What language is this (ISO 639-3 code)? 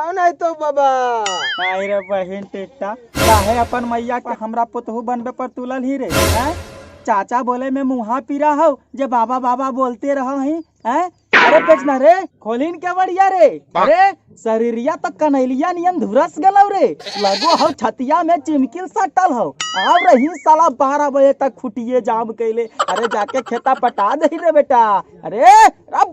mag